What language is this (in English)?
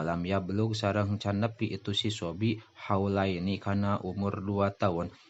Sundanese